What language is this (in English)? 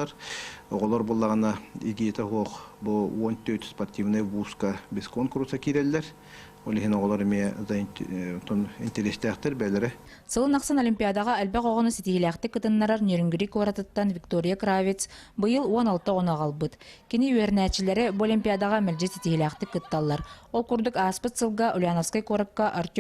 Yakut